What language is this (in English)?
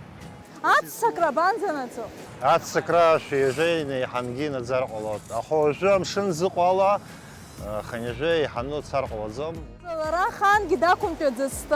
Abkhazian